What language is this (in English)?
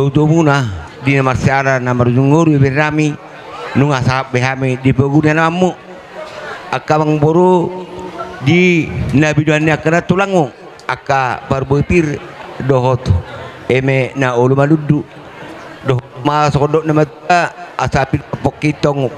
Batak Toba